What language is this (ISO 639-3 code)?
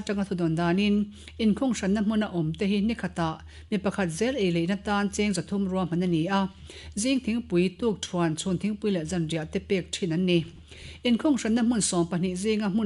lus